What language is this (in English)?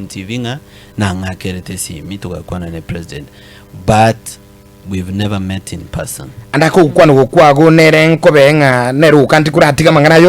Gusii